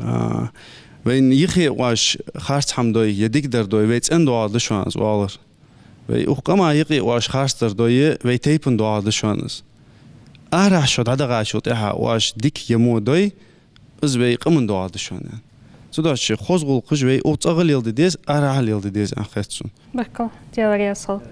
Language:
Ingush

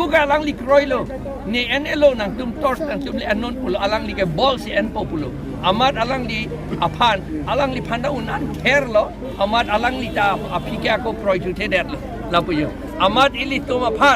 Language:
Karbi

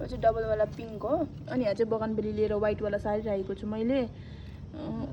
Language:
Nepali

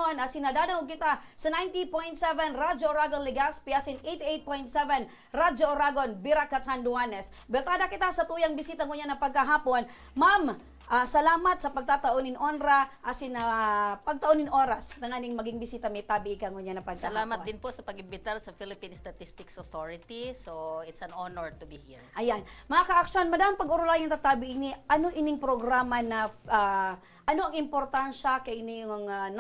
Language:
Bikol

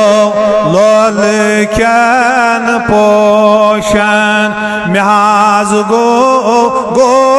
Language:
Kashmiri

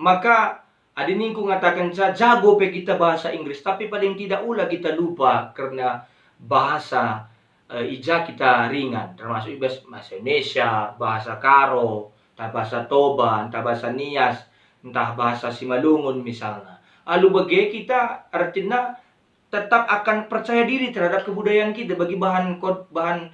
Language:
Batak Karo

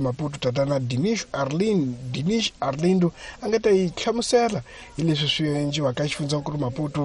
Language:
Tsonga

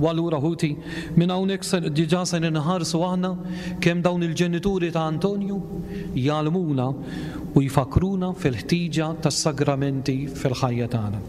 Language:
Maltese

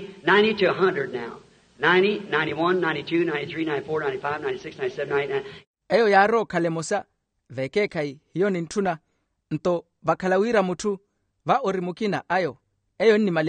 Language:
Makhuwa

